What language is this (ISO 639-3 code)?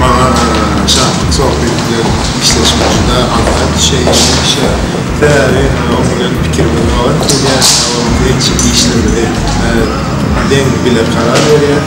tuk